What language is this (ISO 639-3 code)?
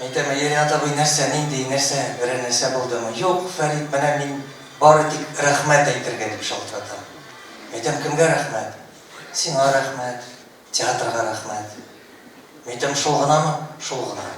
tat